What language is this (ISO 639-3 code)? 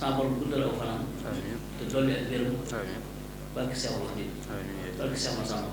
wol